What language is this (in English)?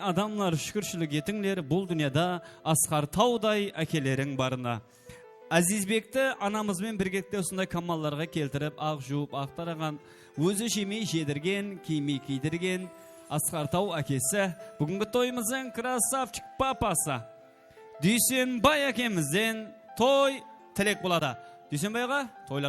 Kara-Kalpak